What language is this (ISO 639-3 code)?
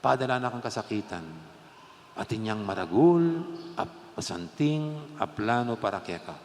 pam